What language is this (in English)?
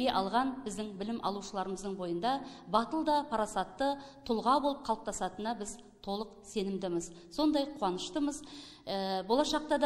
Kazakh